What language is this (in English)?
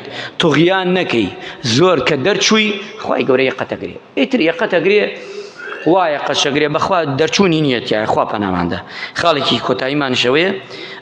Central Kurdish